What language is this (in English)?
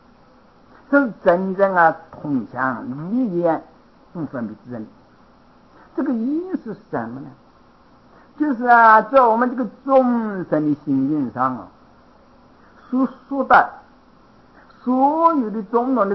Chinese